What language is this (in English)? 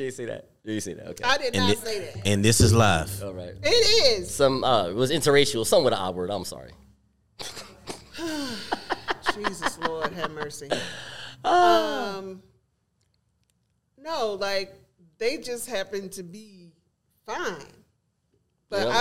English